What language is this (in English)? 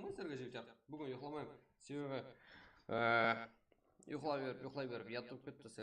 Kara-Kalpak